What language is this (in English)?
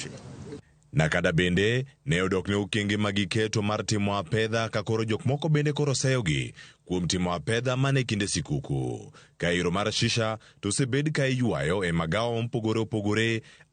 Luo (Kenya and Tanzania)